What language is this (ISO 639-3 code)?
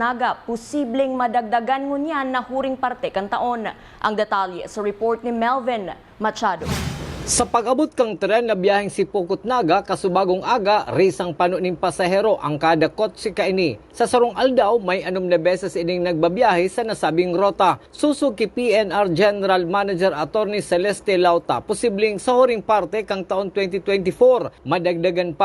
bik